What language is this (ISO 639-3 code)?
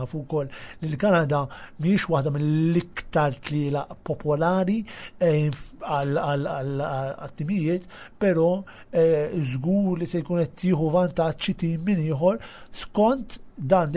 mlt